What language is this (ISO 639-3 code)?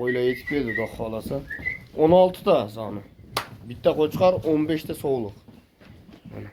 uzb